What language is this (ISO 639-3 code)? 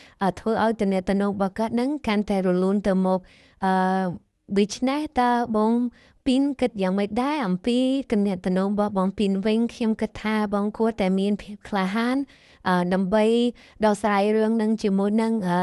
khm